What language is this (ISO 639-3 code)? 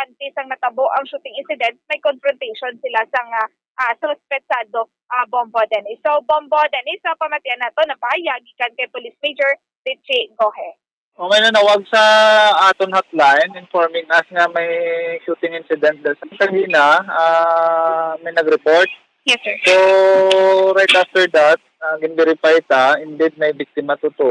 hil